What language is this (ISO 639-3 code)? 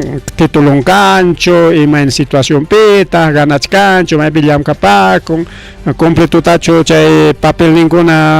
quy